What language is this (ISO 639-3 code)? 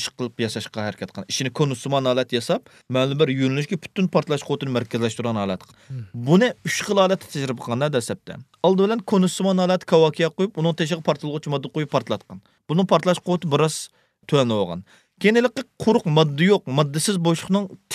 uig